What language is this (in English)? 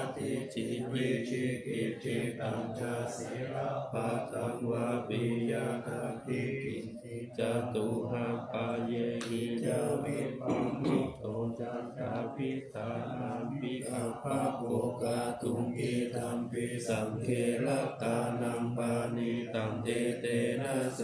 Pali